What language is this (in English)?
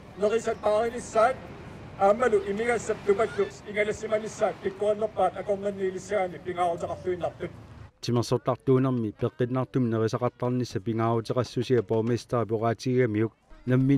Kalaallisut